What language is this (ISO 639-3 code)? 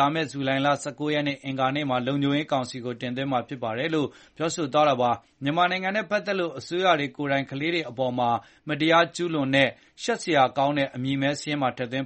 mya